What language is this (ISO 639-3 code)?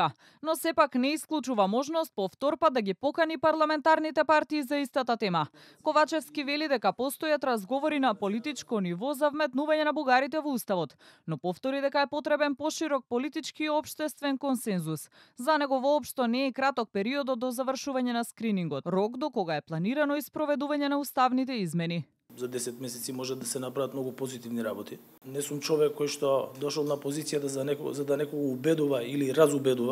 mkd